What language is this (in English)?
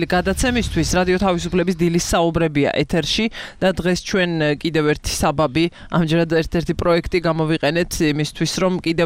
Georgian